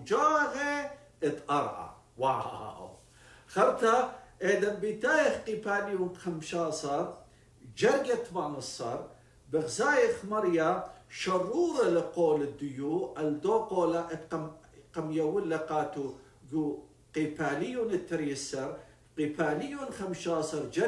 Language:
Assyrian Neo-Aramaic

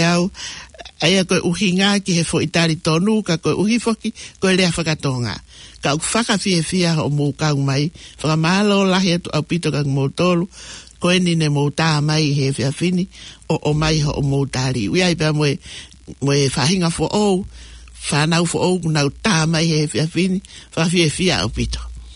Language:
Tongan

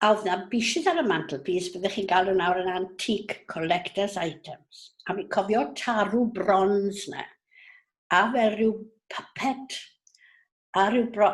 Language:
Welsh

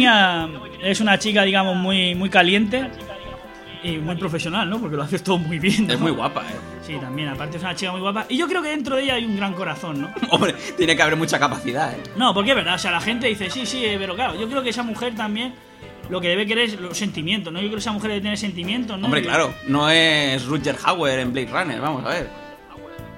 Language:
Spanish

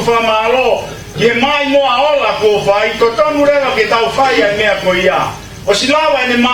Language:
Tongan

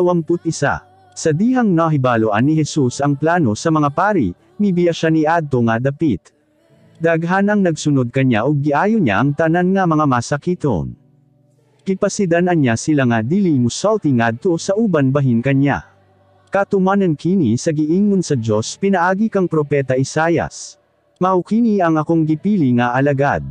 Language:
Cebuano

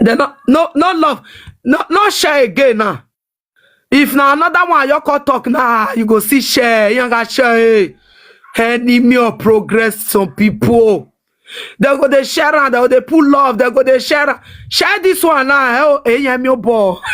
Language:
Nigerian Pidgin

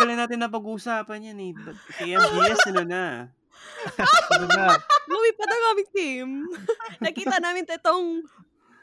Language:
Filipino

